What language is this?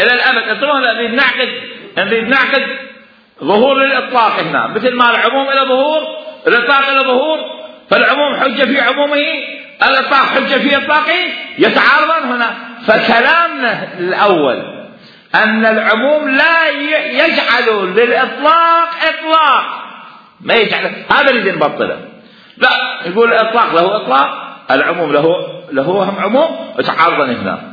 Mesopotamian Arabic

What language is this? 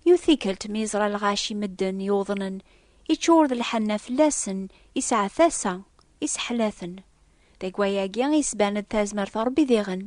Kabyle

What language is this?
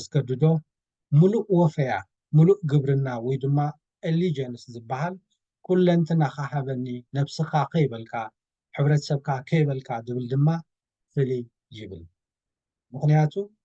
Tigrinya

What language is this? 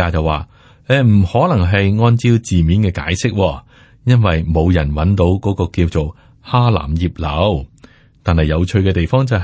Cantonese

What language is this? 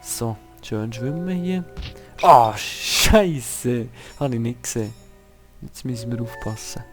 Swiss German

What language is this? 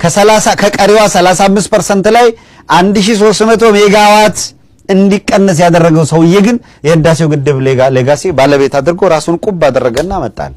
Amharic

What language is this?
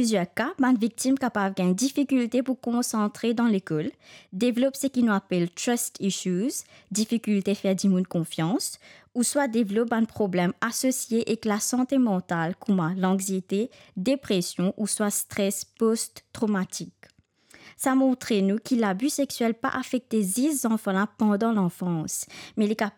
Morisyen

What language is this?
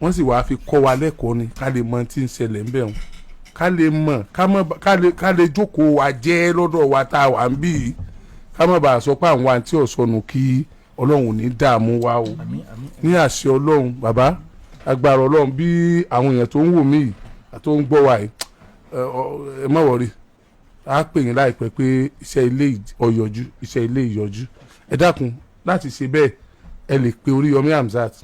Yoruba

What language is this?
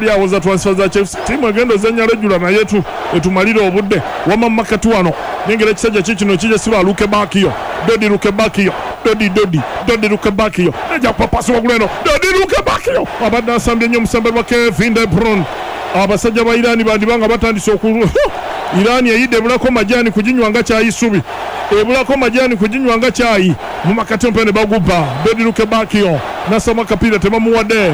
Ganda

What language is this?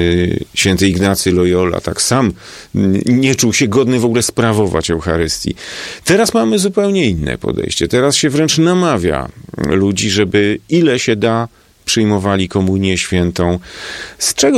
Polish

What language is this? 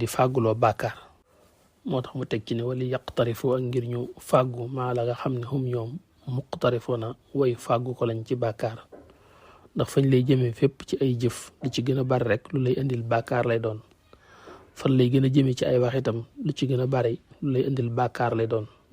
Wolof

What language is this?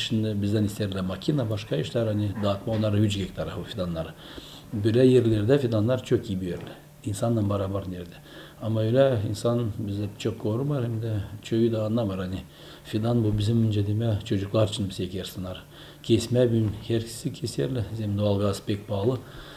Gagauz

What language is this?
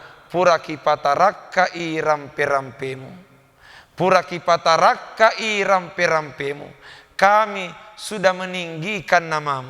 Buginese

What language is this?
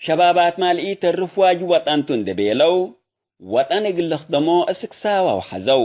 Tigre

